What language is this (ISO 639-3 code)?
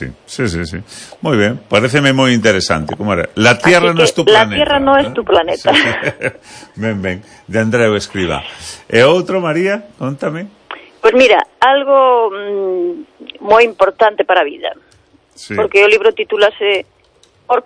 glg